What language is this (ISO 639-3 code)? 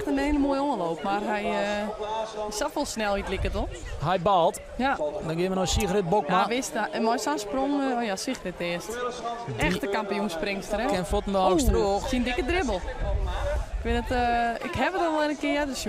fry